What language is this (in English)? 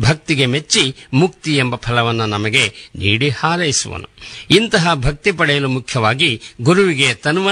Kannada